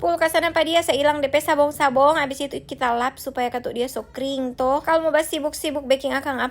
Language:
Manado Malay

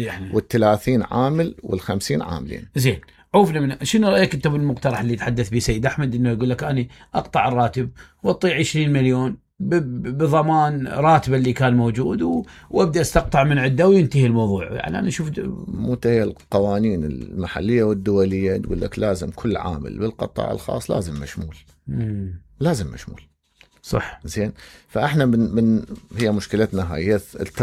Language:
Mesopotamian Arabic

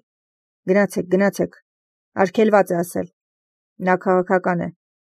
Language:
Armenian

